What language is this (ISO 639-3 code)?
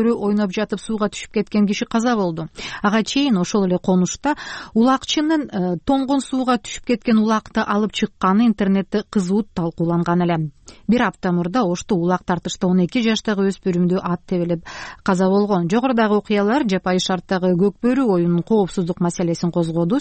kir